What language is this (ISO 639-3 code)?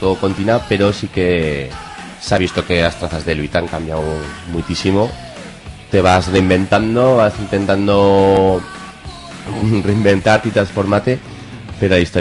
arg